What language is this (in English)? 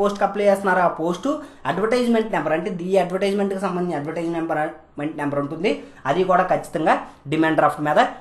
Telugu